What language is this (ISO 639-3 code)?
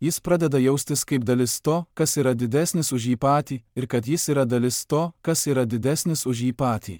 lit